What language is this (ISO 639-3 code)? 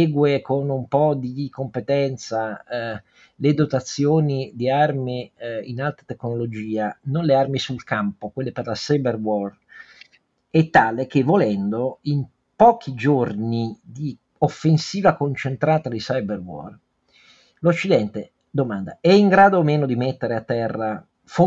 ita